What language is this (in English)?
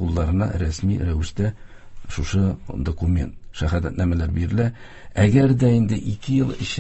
Tatar